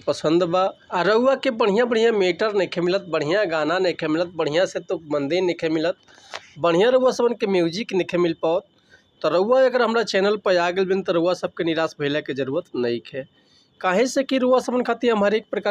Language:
Bhojpuri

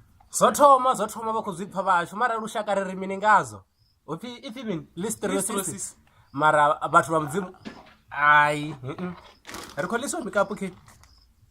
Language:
Venda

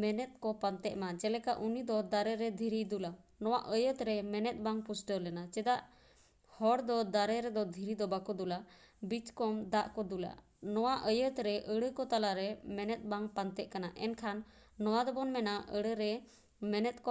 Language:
Santali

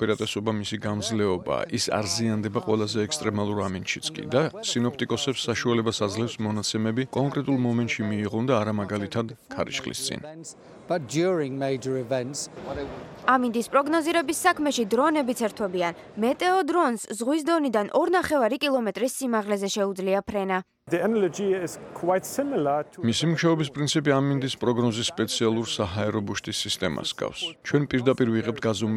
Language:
Georgian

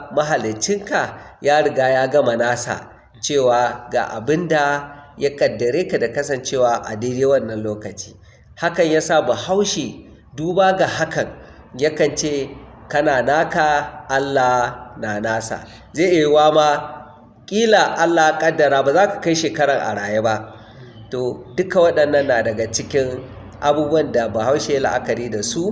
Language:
Hausa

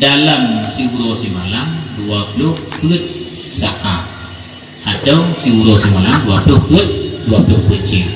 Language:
Achinese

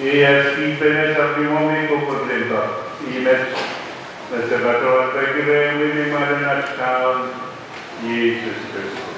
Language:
Pohnpeian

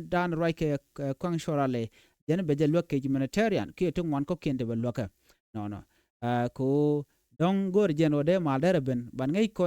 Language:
Nuer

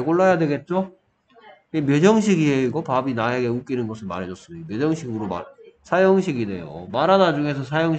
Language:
Korean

